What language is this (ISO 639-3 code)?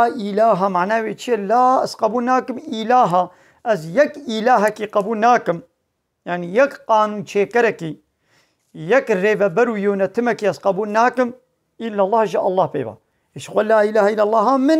kur